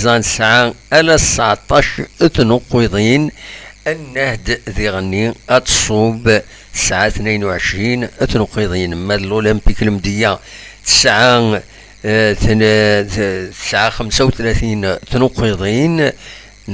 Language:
Kabyle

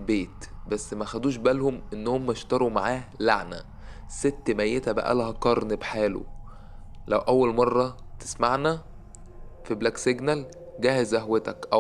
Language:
Egyptian Arabic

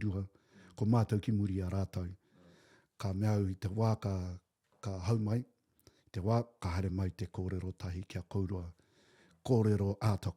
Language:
Māori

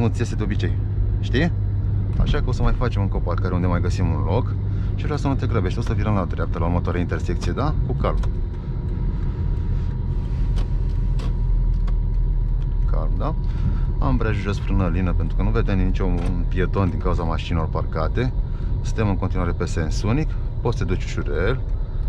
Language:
Romanian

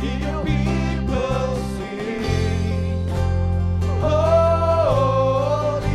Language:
Poumei Naga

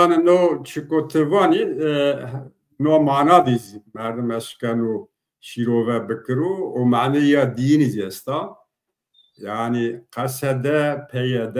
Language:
Zaza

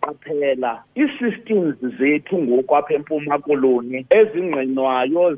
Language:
Xhosa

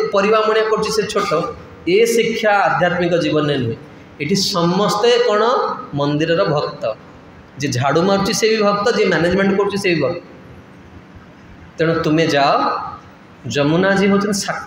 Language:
Odia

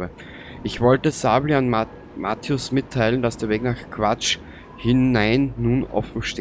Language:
Bavarian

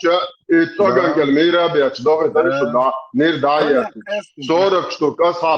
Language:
Chechen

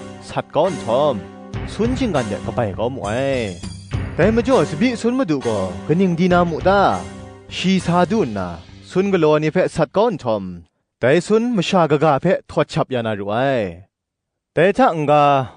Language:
Kachin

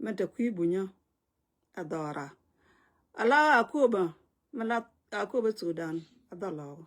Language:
Nuer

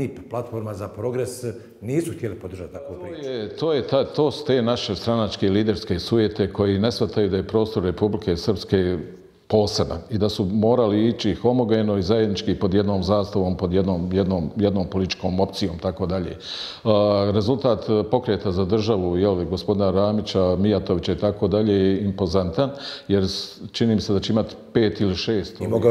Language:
Bosnian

